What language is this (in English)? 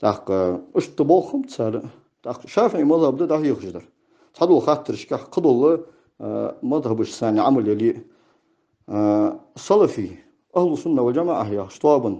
Ingush